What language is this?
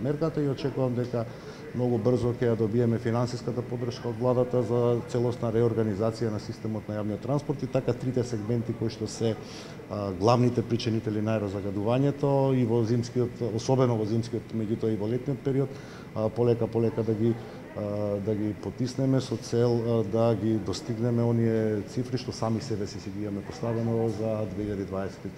Macedonian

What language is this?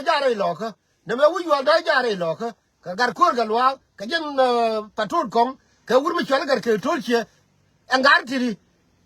Nuer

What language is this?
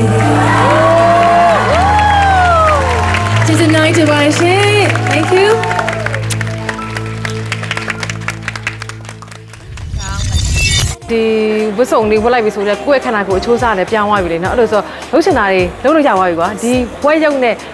Burmese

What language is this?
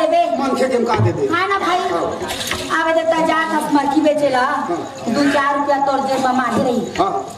Chhattisgarhi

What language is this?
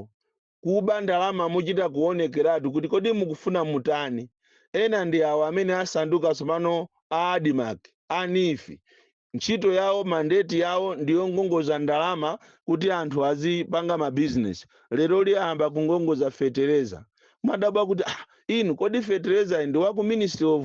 Nyanja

